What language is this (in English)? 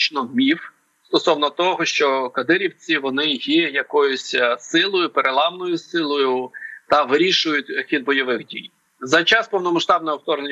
Ukrainian